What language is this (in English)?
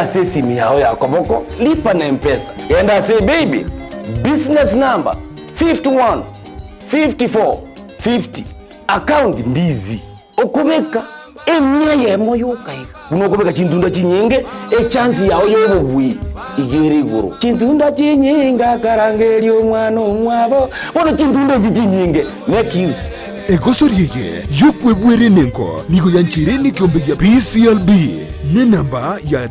Gusii